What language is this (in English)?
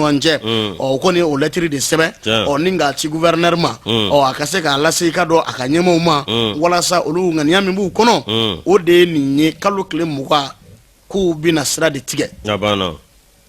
Bambara